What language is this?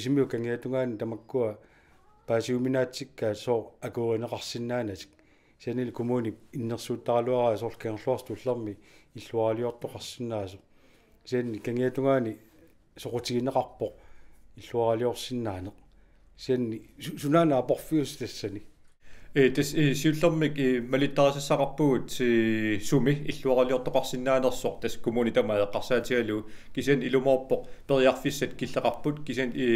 Kalaallisut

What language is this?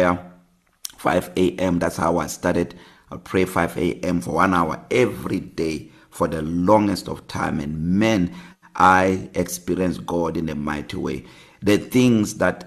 English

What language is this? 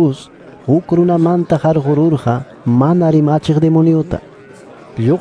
Ayacucho Quechua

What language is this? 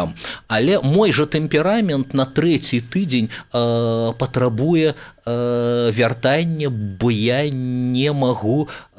Belarusian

